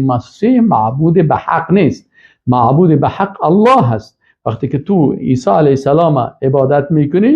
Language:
Persian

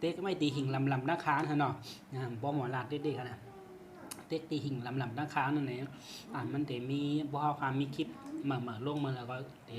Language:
Shan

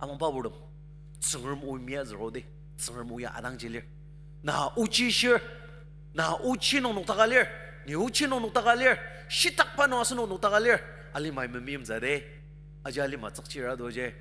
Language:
Ao Naga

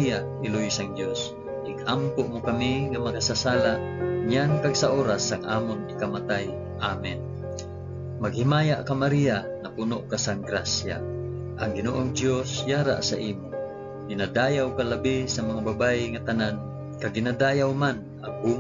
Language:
Hiligaynon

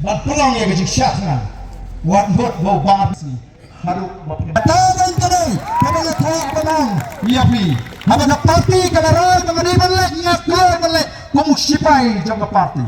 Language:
Khasi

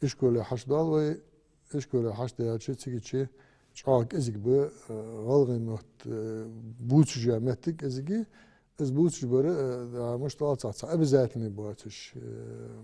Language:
Ingush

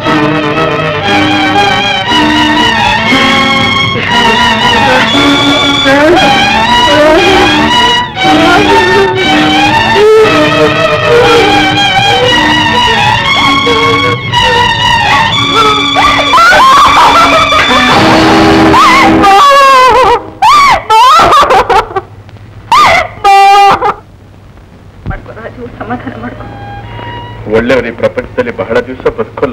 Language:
Kannada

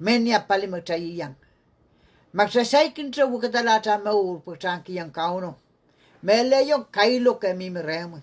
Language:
Pohnpeian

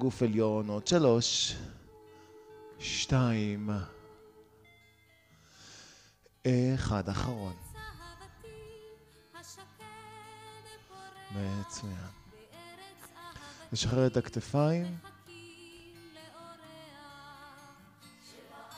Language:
Hebrew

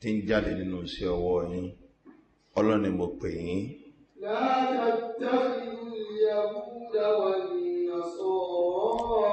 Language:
Yoruba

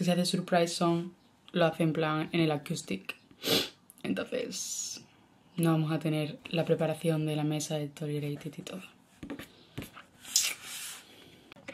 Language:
Spanish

